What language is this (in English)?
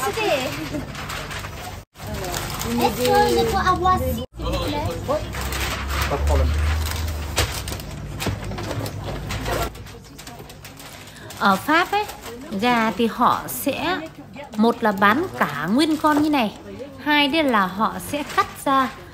Vietnamese